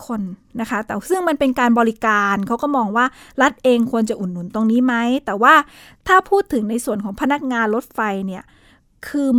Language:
Thai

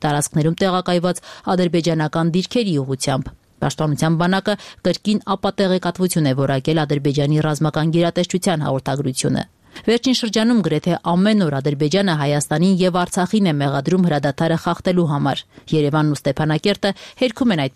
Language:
Armenian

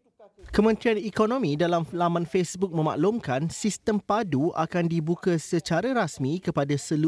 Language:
Malay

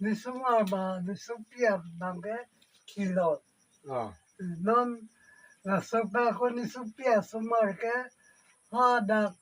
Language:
Karbi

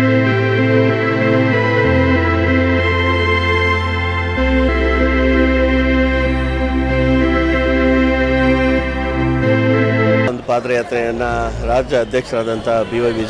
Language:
Kannada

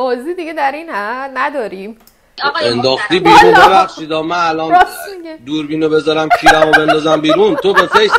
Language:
Persian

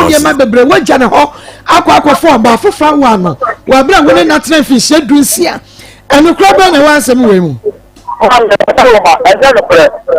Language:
Akan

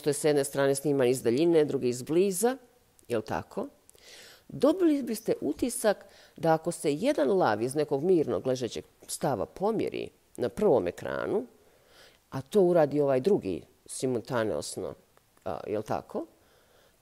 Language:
Bosnian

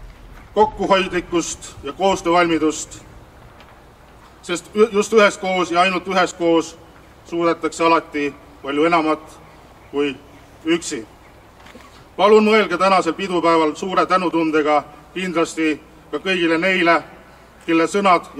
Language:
Estonian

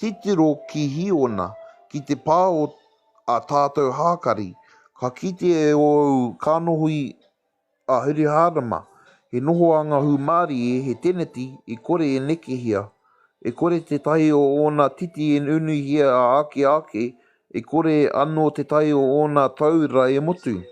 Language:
Māori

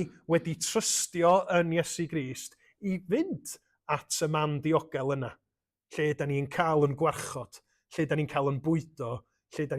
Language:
Welsh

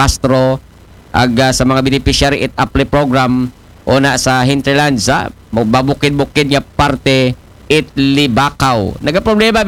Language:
Aklanon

